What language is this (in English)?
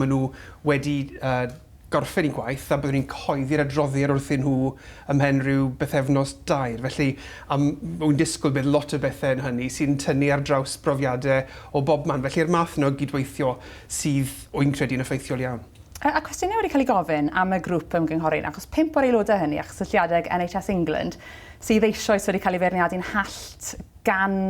Welsh